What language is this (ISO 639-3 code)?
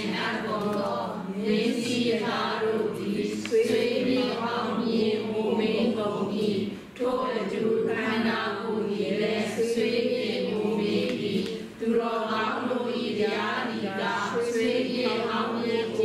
mya